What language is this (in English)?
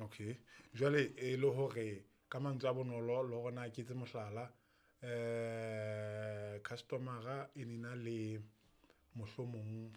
Southern Sotho